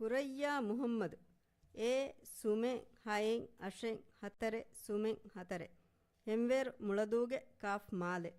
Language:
Divehi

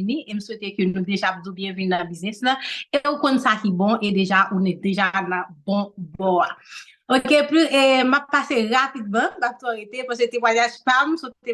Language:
Haitian Creole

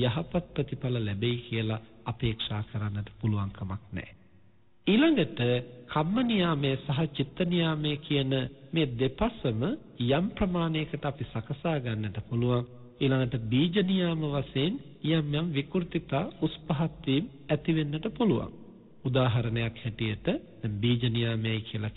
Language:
Sinhala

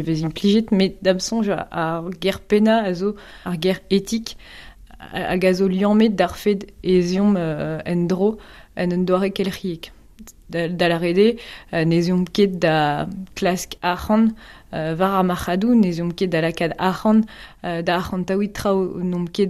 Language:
Breton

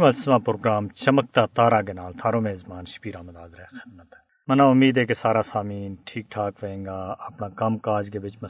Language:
Gujari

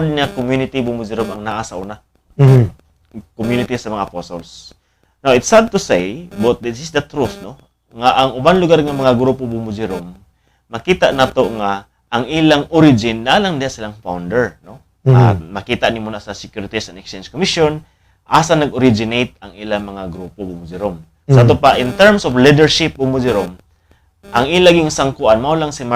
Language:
Cebuano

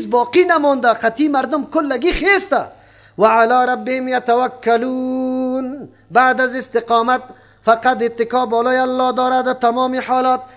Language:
Persian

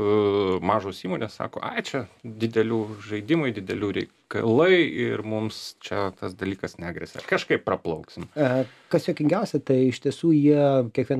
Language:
Lithuanian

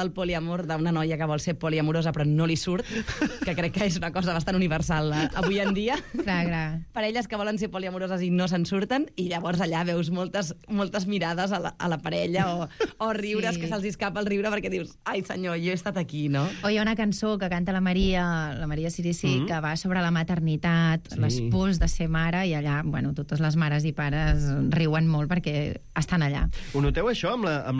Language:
Catalan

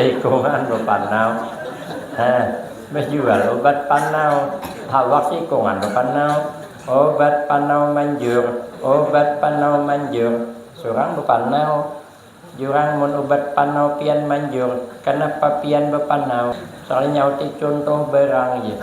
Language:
Banjar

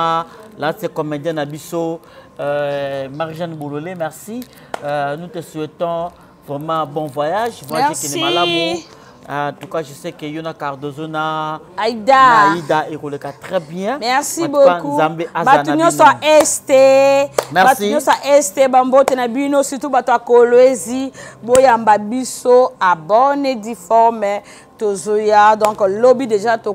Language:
Lingala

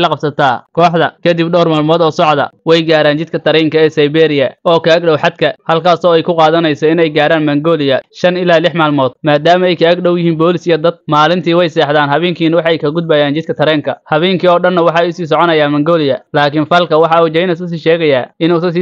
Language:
Somali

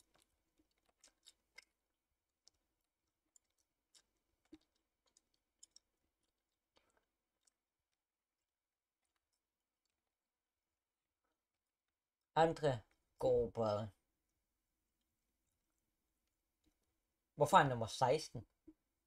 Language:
Danish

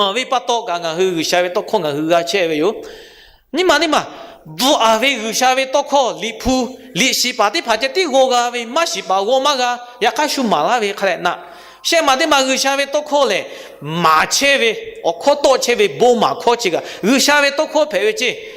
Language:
Lahu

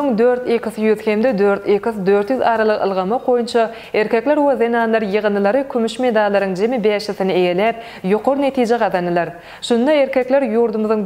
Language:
Turkmen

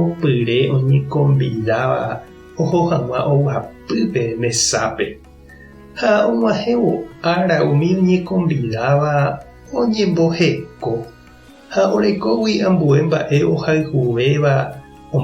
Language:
Guarani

